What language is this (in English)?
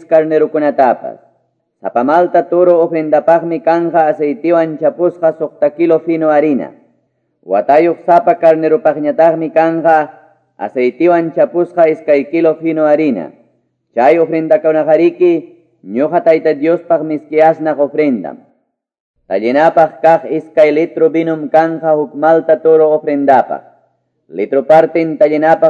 Ayacucho Quechua